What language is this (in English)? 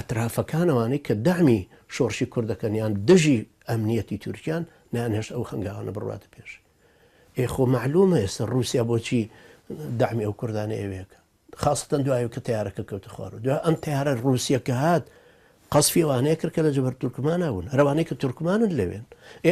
Central Kurdish